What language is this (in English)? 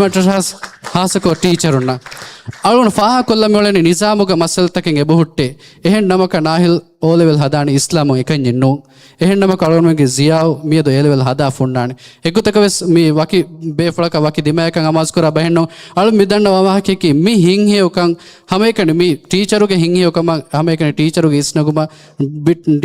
Divehi